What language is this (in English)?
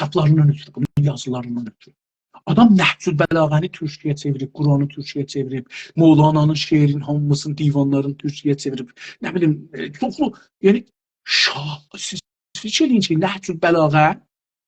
South Azerbaijani